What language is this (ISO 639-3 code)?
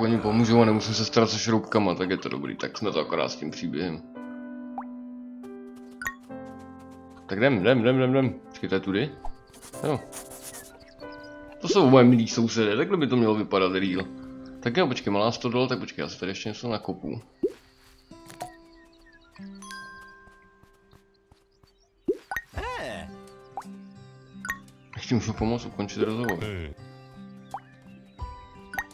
ces